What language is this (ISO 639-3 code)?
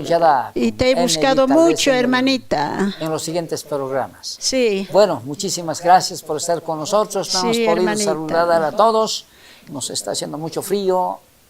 quh